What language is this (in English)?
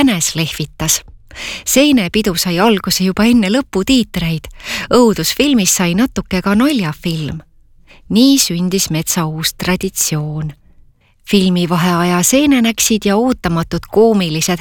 Estonian